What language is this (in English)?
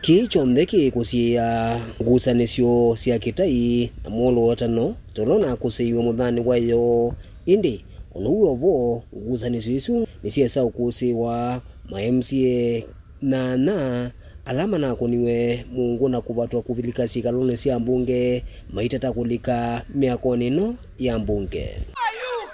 Kamba